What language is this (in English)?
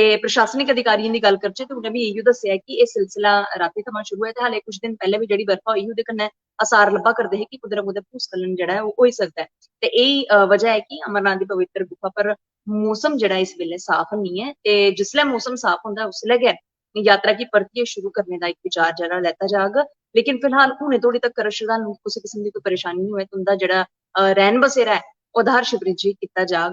Dogri